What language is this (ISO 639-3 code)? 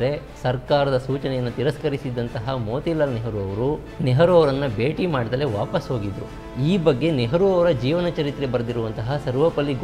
kan